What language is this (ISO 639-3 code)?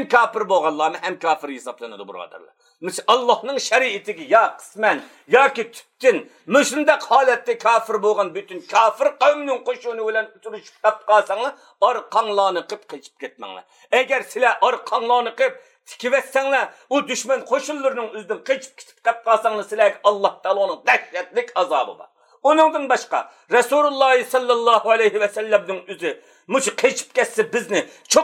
uig